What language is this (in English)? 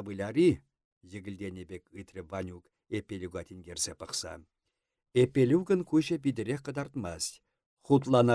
Chuvash